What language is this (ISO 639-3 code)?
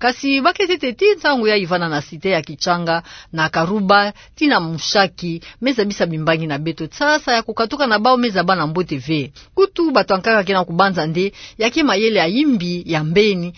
ktu